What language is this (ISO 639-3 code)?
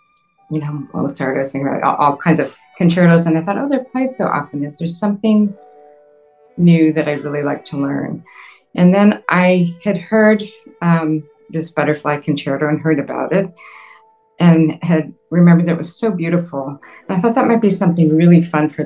eng